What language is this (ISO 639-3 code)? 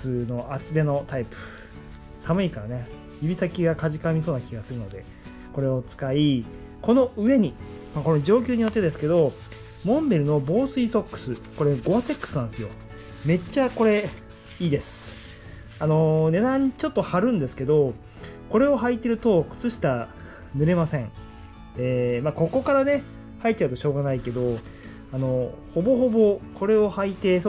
jpn